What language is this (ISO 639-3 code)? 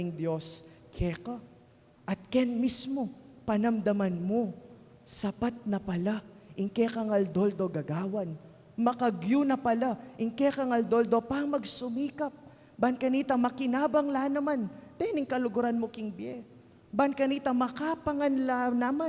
pam